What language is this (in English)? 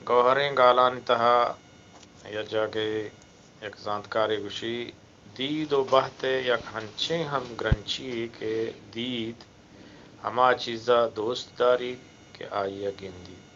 Eastern Balochi